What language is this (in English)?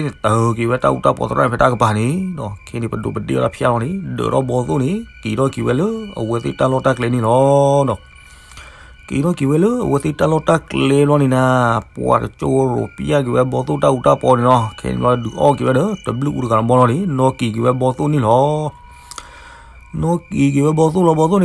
S'gaw Karen